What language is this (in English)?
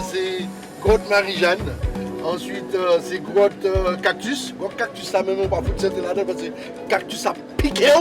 Haitian Creole